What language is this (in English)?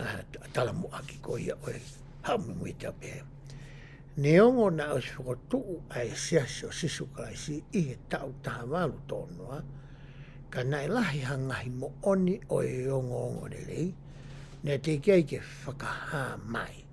Tongan